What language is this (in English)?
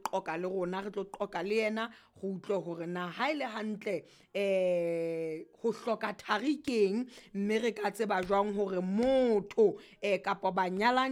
Southern Sotho